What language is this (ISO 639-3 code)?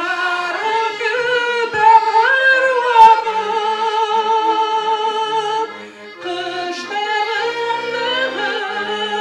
bak